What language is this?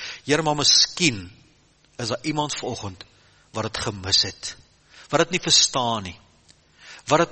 Afrikaans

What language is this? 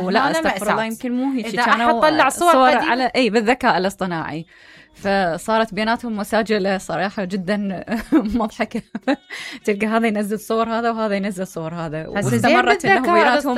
Mesopotamian Arabic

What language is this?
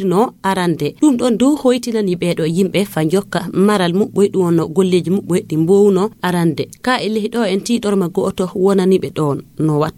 Fula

